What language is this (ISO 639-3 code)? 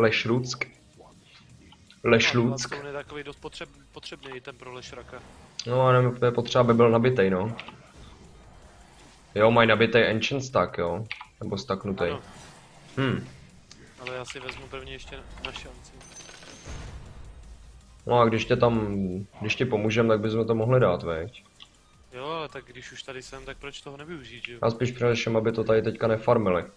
ces